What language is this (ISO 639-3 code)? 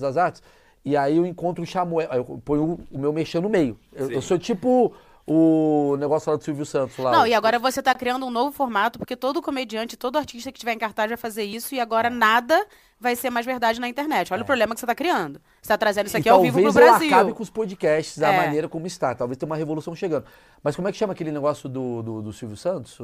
por